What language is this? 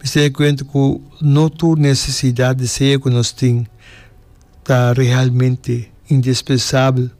Papiamento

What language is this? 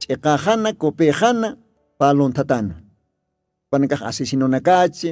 Aymara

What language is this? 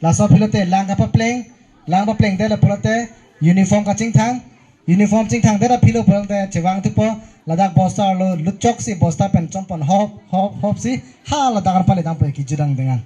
Karbi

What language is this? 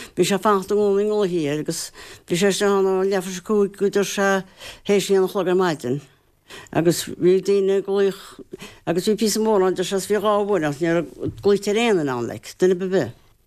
Irish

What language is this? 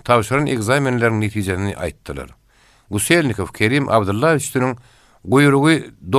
Turkmen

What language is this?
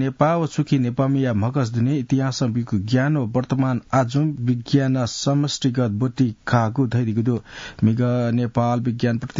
Newari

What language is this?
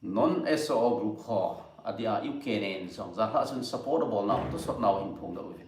Thado Chin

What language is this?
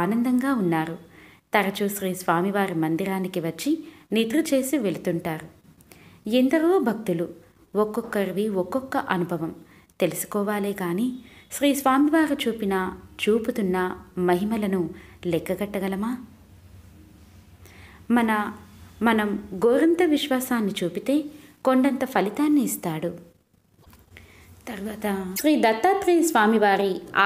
Telugu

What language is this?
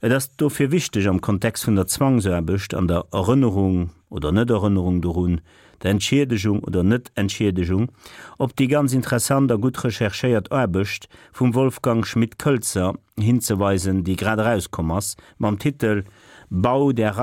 Luxembourgish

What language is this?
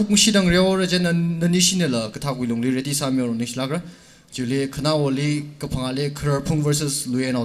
Tangkhul Naga (India)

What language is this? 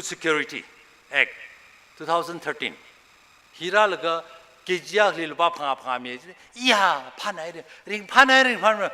Tangkhul Naga (India)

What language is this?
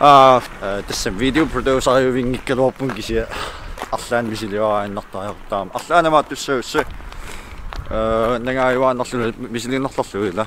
Kalaallisut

